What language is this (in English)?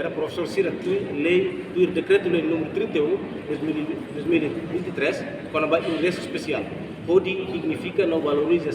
Tetum